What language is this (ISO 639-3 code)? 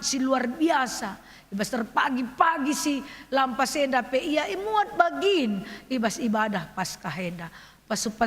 btx